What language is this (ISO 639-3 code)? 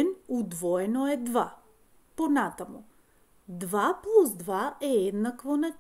mkd